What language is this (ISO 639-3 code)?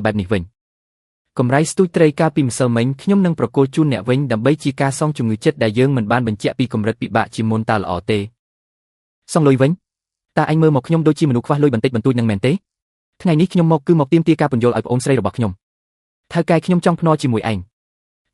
khm